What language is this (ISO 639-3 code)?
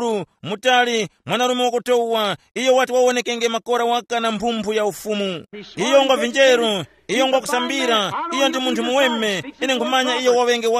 tum